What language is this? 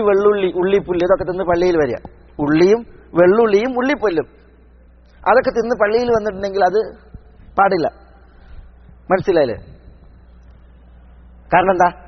Malayalam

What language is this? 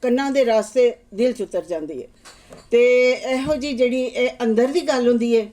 Western Panjabi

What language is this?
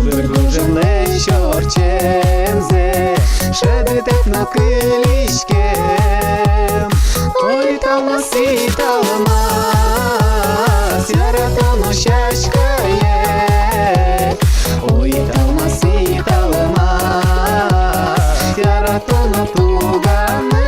Udmurt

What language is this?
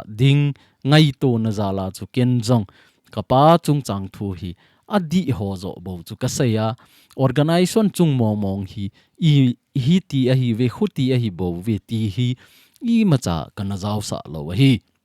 Thado Chin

